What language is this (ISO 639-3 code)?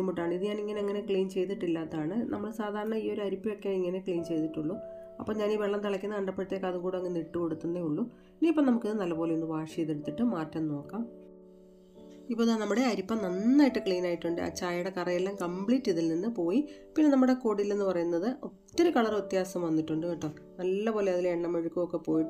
mal